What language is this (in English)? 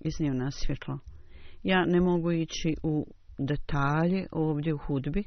Bosnian